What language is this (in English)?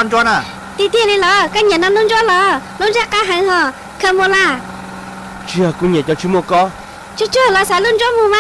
Hmong